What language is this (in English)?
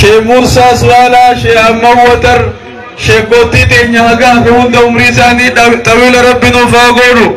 Oromo